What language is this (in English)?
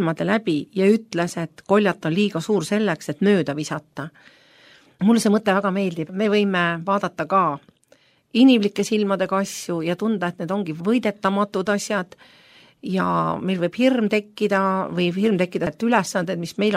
Estonian